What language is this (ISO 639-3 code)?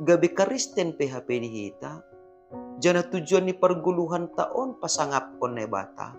bts